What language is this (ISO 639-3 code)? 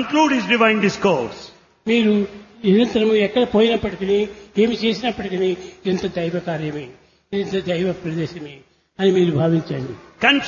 tel